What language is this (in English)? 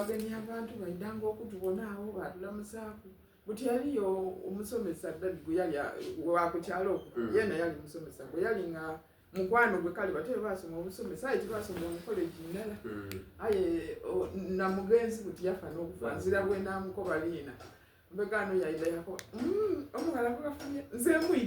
Soga